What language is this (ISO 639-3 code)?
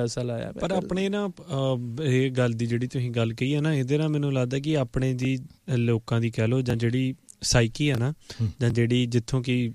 pan